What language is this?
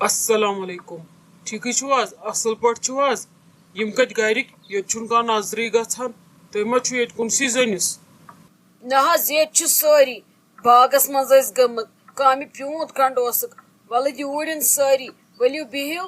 Kashmiri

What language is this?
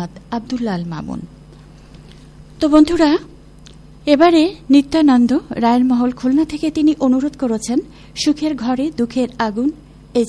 Bangla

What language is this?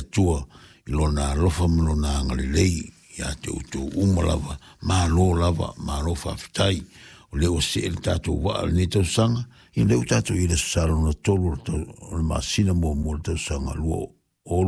Samoan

